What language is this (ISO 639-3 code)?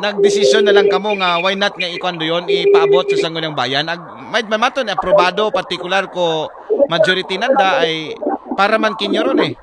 akl